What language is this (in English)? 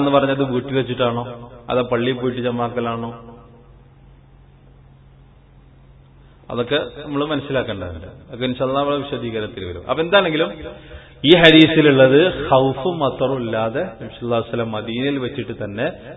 Malayalam